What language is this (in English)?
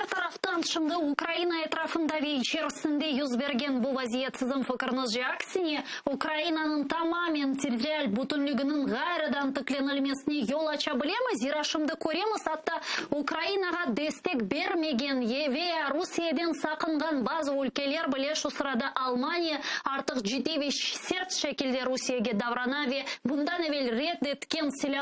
Crimean Tatar